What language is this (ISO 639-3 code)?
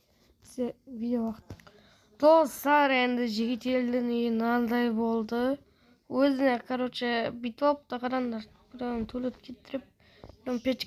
kaz